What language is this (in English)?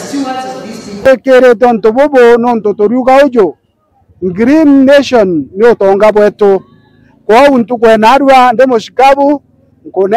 Meru